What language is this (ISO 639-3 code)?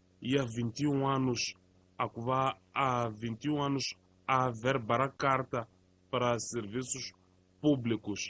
tso